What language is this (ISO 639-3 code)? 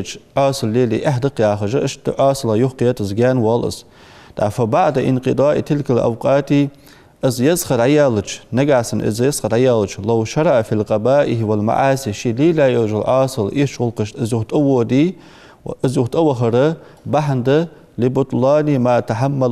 inh